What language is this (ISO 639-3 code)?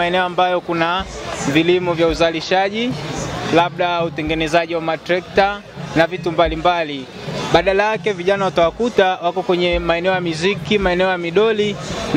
swa